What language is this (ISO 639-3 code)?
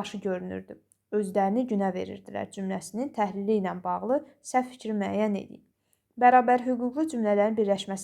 aze